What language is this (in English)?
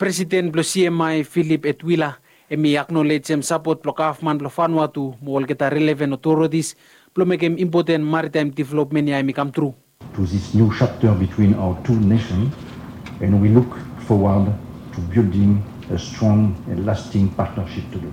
Bislama